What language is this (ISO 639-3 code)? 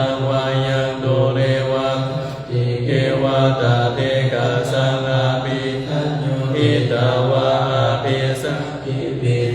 pli